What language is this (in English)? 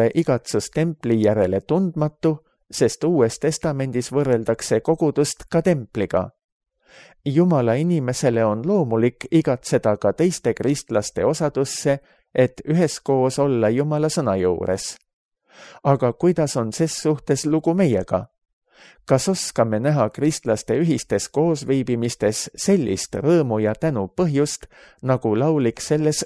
Estonian